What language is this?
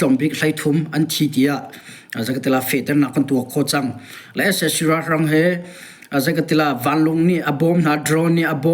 Hakha Chin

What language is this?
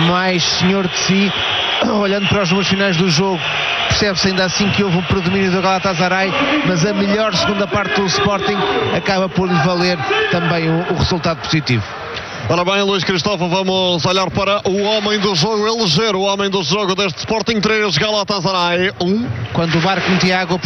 Portuguese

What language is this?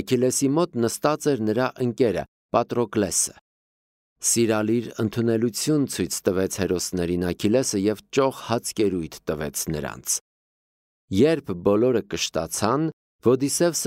Armenian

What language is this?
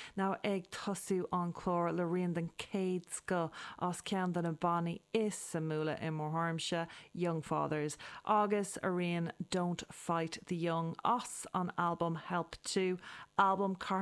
Irish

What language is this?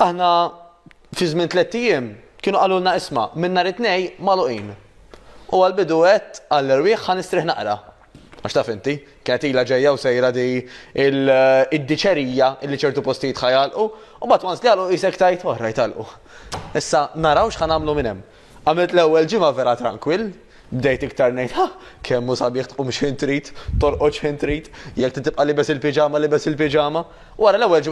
Maltese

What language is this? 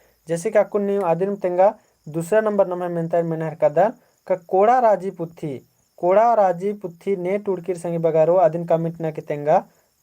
Kurukh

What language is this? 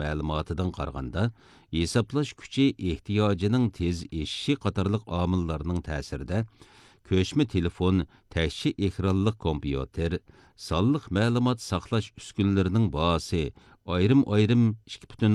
Uyghur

